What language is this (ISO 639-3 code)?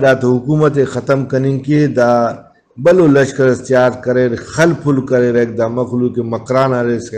brh